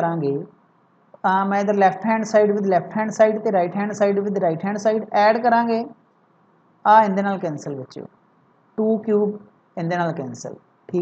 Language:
Punjabi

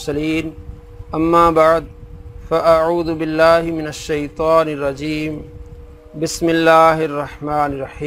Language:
Urdu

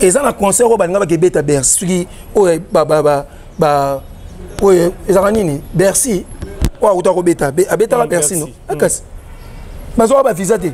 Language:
Lingala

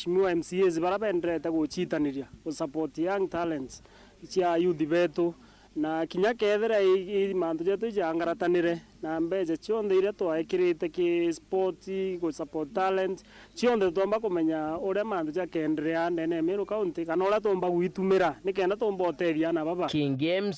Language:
Meru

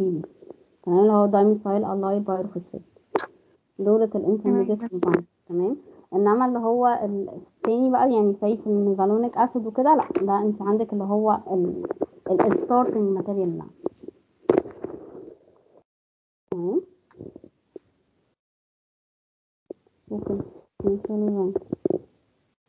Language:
Egyptian Arabic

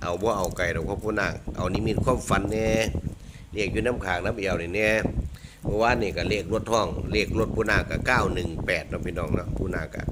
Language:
Northeastern Thai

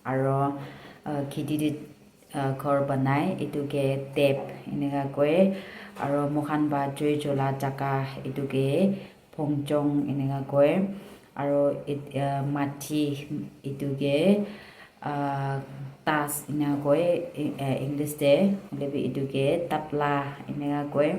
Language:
Naga Pidgin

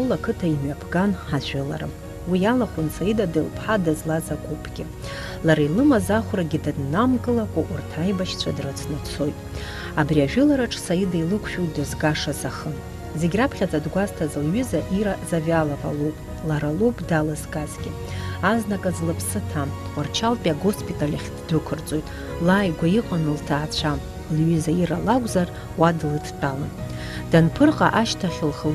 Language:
Abkhazian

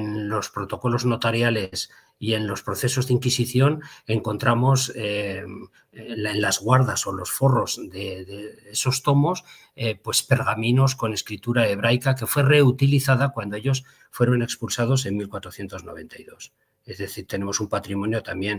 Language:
Ladino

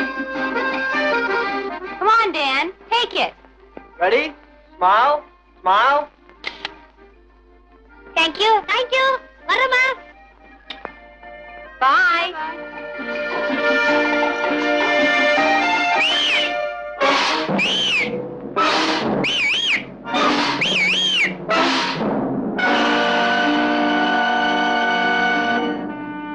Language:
Tamil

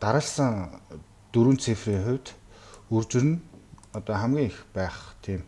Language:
Mongolian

